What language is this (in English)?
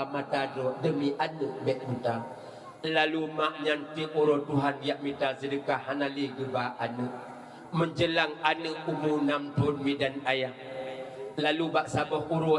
Achinese